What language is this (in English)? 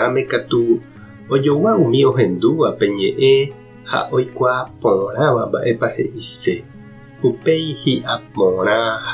Guarani